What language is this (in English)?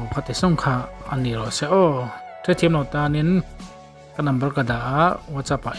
Mizo